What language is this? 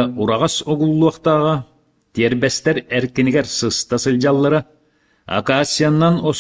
Yakut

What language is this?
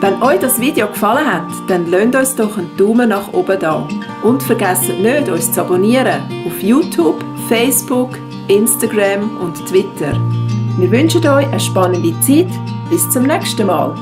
Swiss German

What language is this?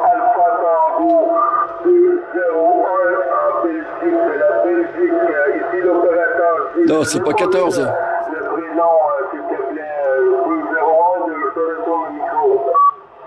French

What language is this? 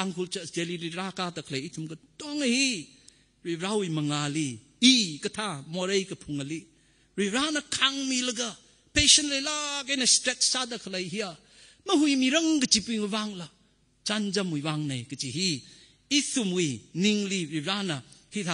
Tangkhul Naga (India)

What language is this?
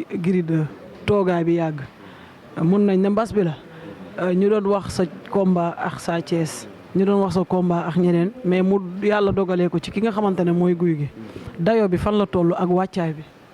Wolof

